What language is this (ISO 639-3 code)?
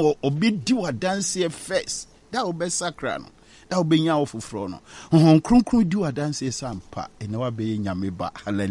aka